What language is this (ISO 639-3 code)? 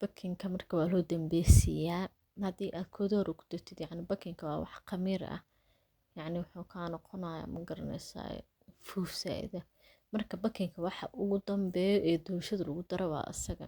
som